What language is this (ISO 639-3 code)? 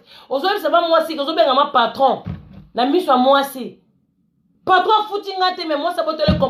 lin